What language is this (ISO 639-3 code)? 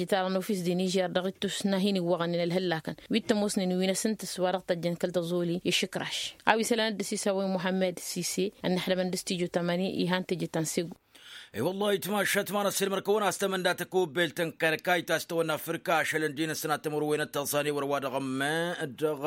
taq